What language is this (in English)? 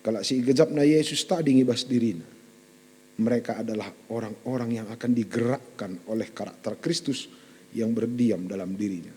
Batak Karo